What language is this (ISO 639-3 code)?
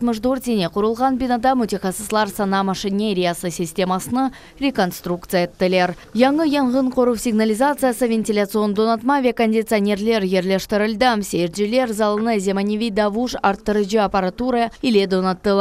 crh